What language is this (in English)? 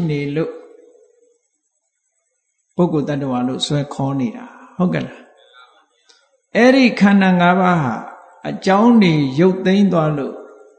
Burmese